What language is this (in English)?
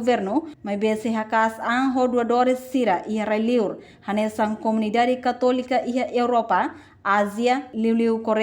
Tetum